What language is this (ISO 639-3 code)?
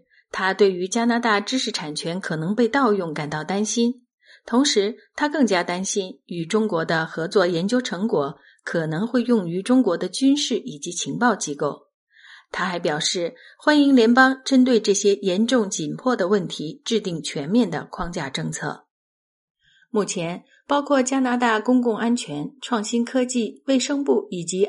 zho